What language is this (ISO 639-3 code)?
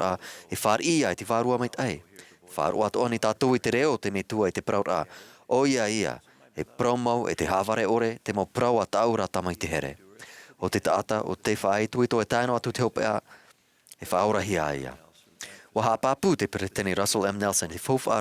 tah